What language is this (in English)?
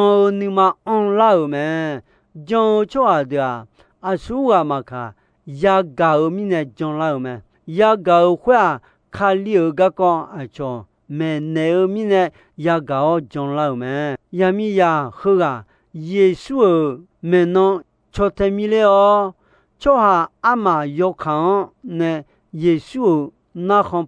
Akha